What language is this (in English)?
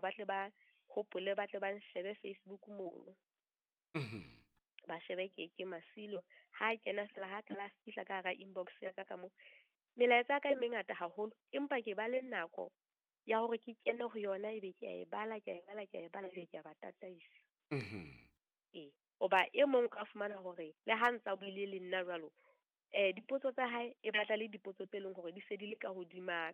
Southern Sotho